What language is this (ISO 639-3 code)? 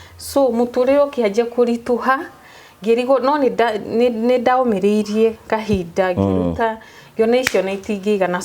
kik